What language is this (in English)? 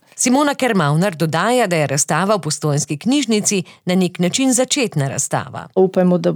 Slovenian